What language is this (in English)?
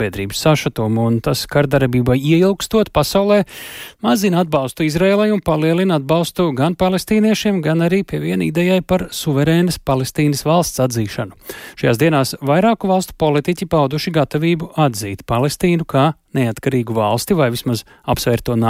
Latvian